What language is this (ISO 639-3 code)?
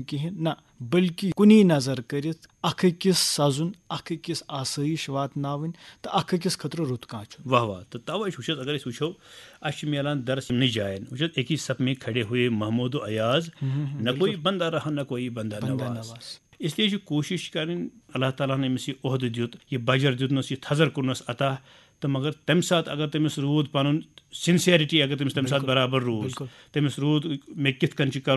kas